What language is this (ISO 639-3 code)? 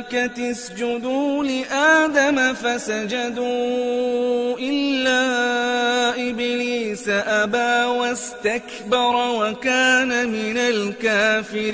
ara